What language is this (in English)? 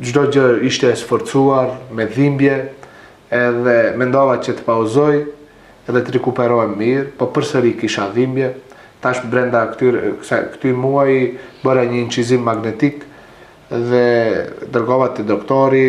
Albanian